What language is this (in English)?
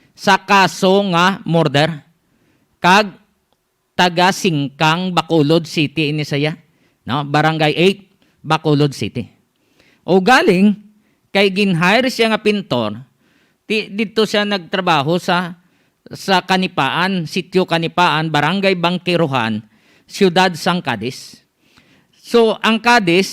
Hiligaynon